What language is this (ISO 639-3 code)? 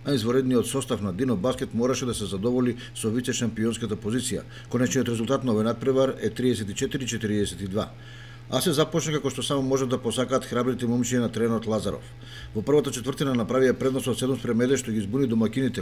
mkd